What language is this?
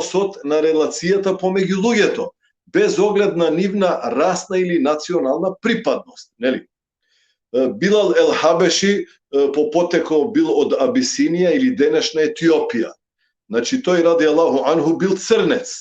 Balkan Romani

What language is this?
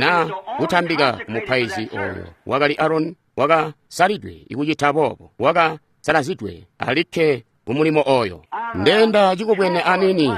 Tonga (Zambia)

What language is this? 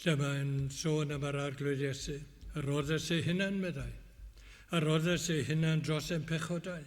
Welsh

